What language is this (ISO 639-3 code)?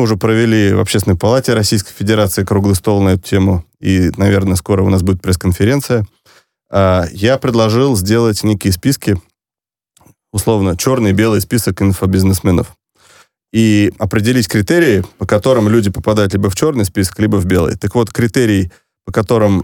rus